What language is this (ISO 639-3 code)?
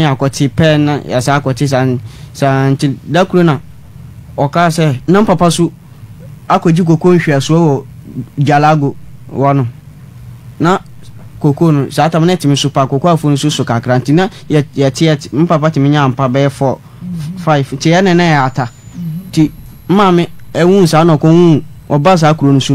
aka